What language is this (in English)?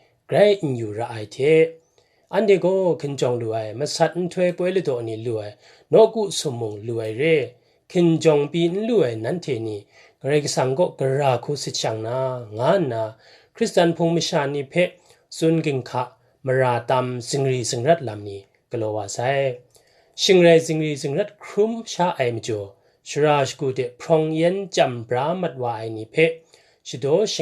Kachin